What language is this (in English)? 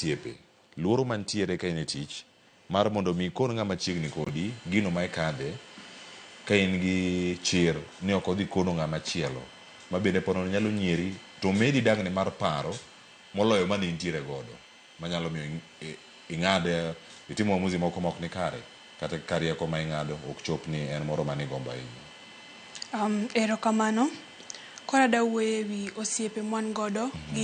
Luo (Kenya and Tanzania)